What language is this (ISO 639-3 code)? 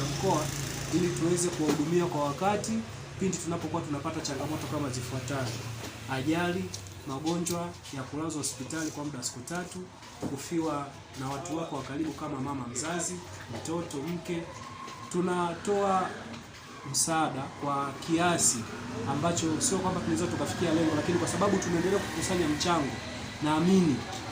swa